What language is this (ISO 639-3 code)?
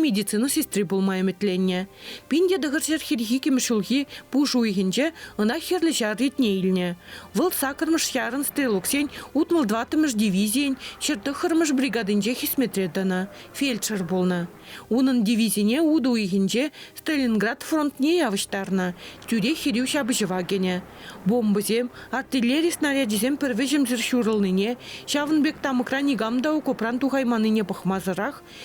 chv